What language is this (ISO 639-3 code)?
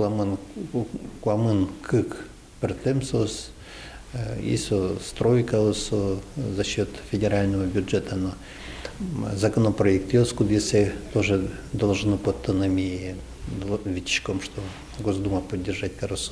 udm